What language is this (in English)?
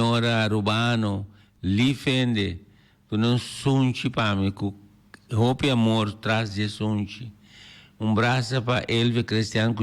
Papiamento